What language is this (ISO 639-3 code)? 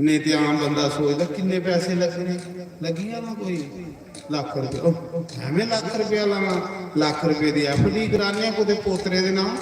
doi